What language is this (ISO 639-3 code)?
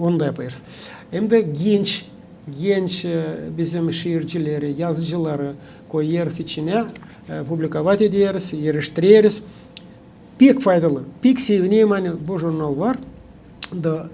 gag